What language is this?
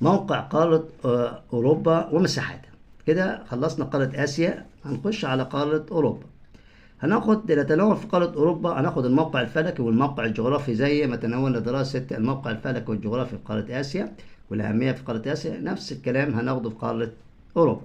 Egyptian Arabic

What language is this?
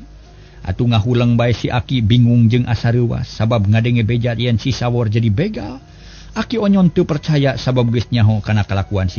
Sundanese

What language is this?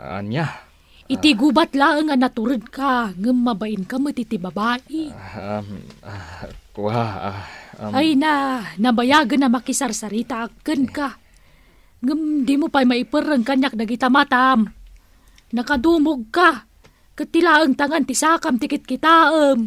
Iloko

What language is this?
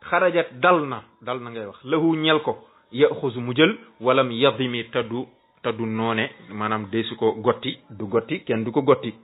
Wolof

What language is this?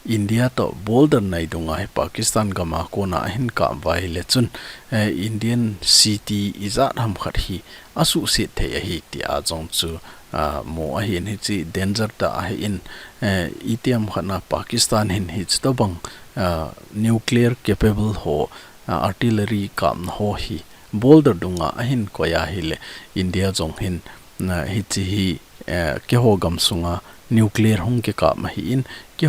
Thado Chin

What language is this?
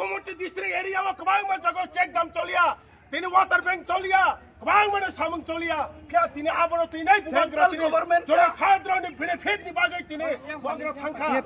Kok Borok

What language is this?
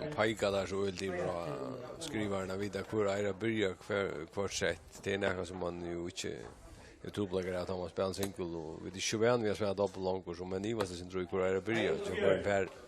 Faroese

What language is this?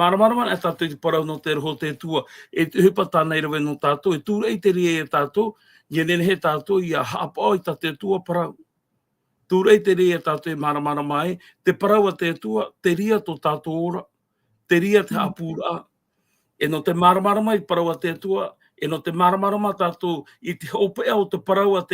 Tahitian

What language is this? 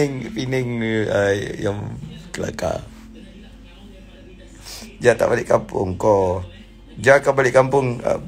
Malay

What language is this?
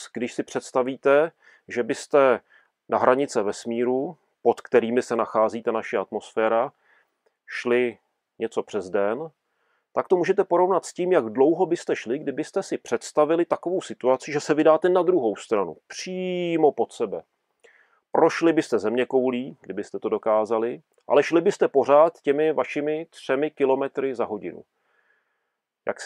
Czech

